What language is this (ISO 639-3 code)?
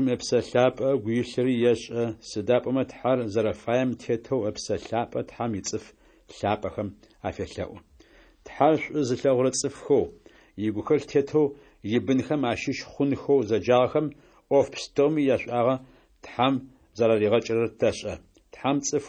ady